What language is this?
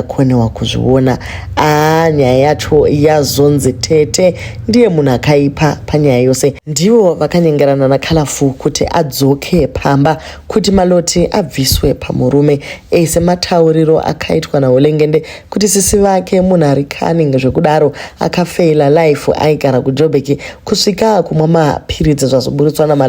Shona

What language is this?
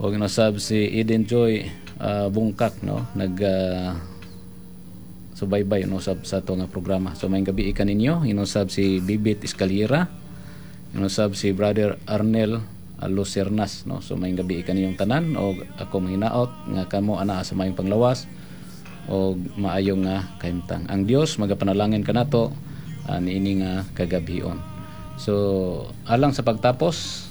Cebuano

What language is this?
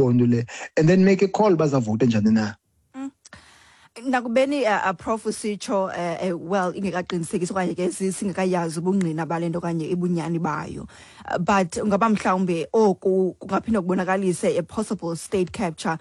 Xhosa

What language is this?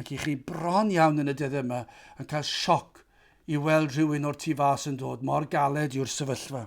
Welsh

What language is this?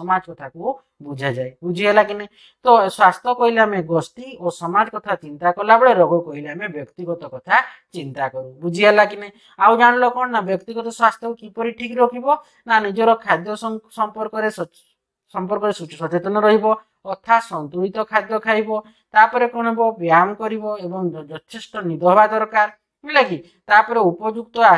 Odia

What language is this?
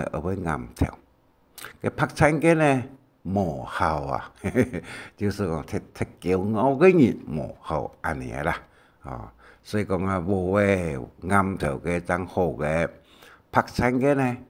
Hakka Chinese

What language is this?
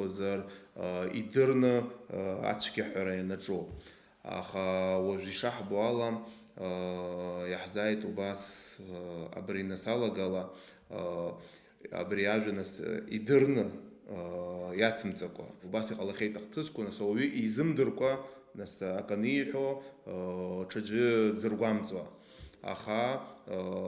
Abkhazian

